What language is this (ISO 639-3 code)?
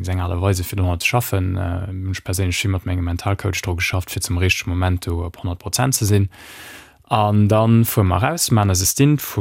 ltz